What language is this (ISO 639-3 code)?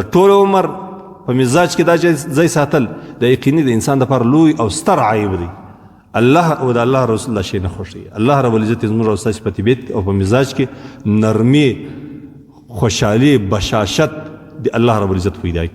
pus